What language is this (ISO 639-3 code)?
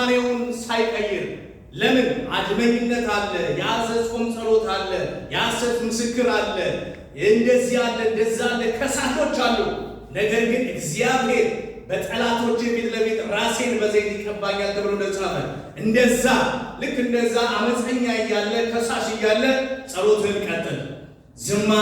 amh